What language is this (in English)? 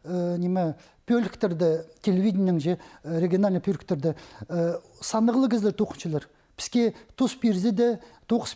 Khakas